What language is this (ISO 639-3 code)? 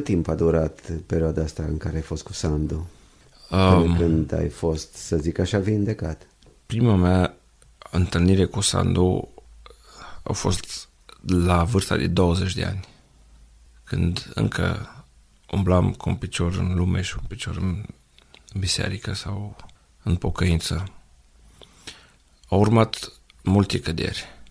ron